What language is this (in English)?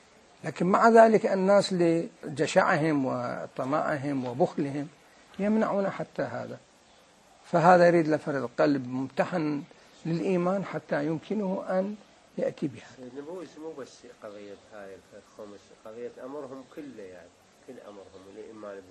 Mesopotamian Arabic